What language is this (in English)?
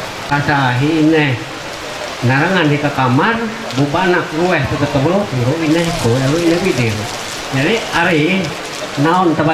Ma'anyan